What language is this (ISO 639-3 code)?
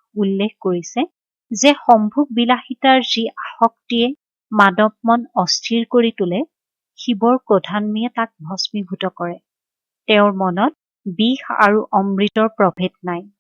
asm